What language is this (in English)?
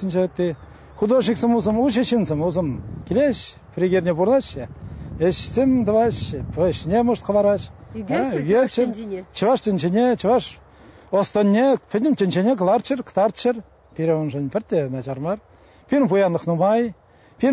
Chuvash